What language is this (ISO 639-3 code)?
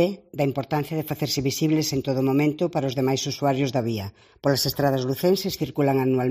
glg